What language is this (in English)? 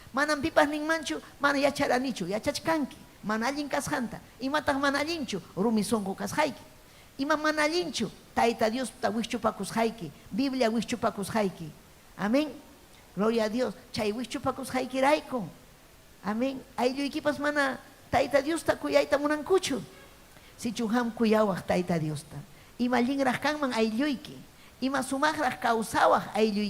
Ayacucho Quechua